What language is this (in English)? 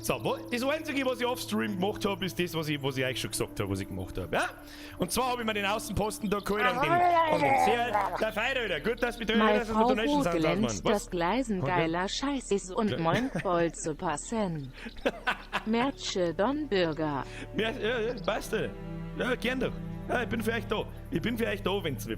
Bavarian